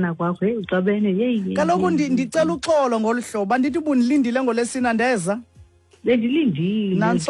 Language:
Xhosa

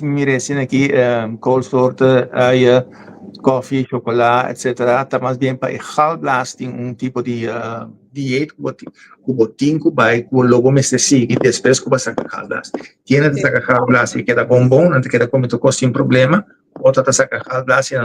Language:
Papiamento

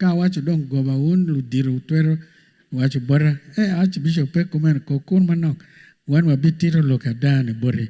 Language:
Acoli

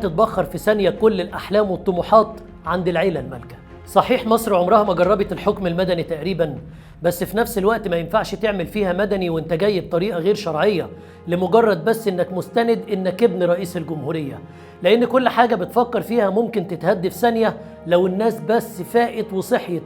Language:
Egyptian Arabic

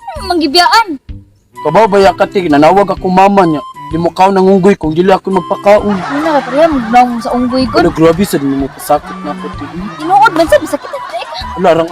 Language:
Cebuano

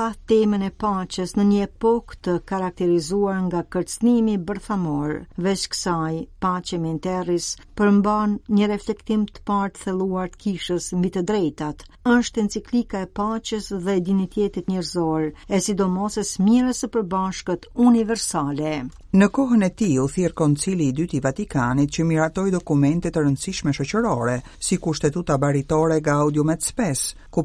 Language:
Albanian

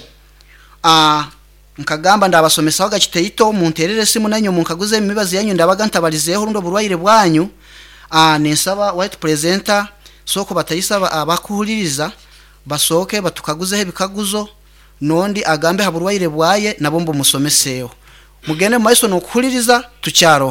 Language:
Nyoro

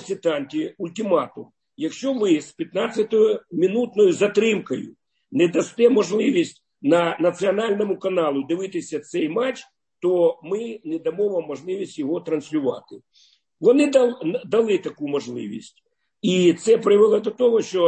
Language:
Ukrainian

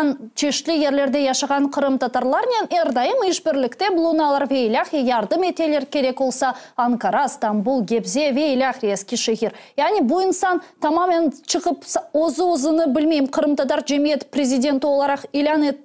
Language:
Crimean Tatar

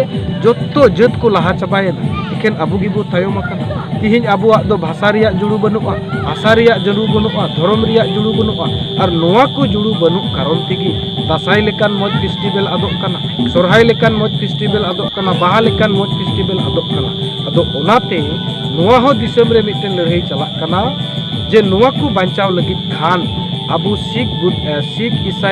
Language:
Santali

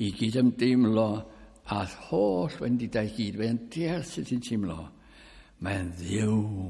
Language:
Welsh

